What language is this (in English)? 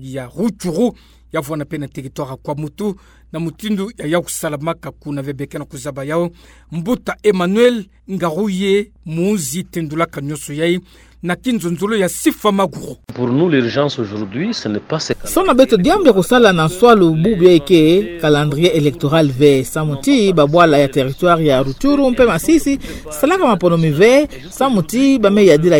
Kituba (Democratic Republic of Congo)